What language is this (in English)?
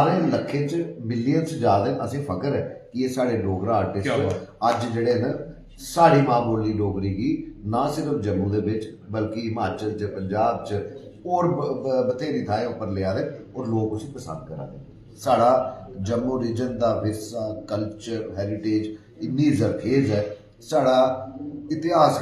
Dogri